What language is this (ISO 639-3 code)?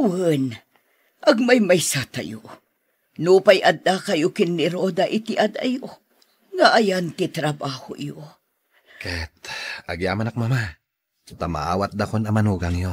ilo